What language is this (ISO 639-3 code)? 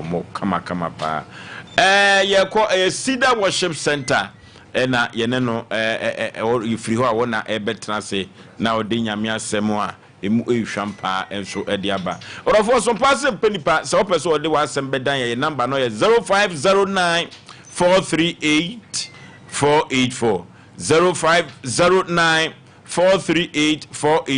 aka